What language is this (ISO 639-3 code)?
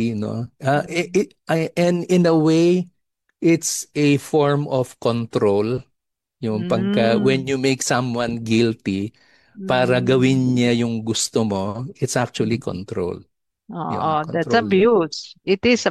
fil